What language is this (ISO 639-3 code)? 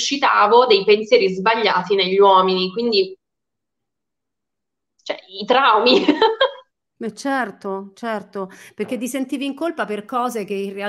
ita